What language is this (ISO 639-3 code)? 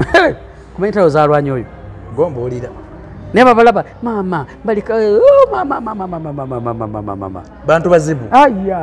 lug